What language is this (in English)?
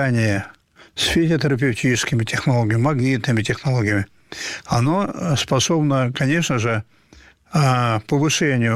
Russian